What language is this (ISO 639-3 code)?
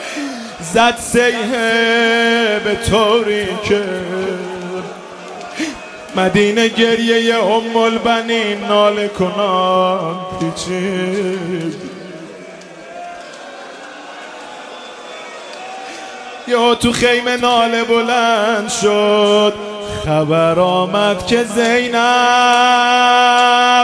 fas